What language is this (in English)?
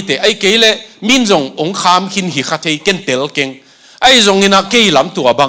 Tedim Chin